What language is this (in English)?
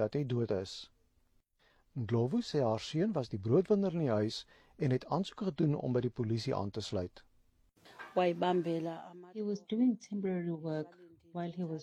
Afrikaans